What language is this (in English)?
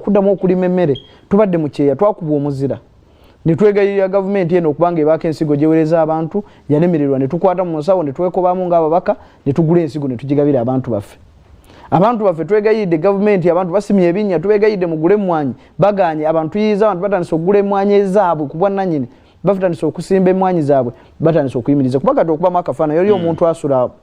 Ganda